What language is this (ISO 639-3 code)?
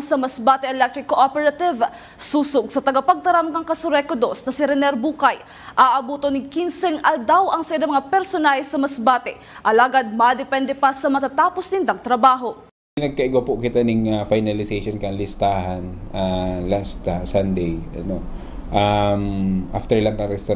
bik